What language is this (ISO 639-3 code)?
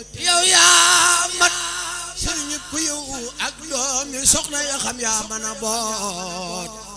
wol